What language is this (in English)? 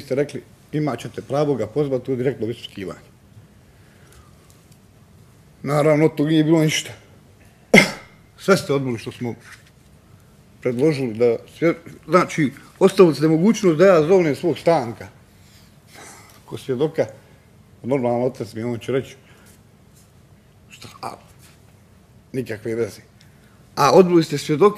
Bosnian